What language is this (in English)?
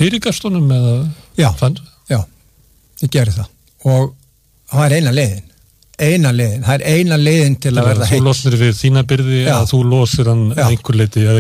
Icelandic